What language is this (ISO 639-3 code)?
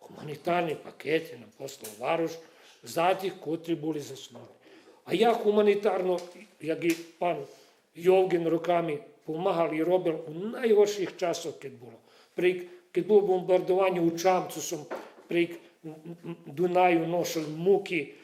rue